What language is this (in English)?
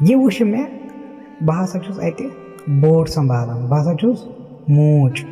Kashmiri